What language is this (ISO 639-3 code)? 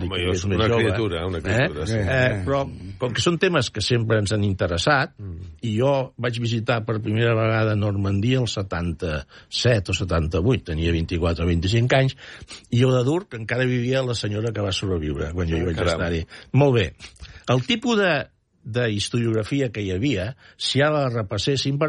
cat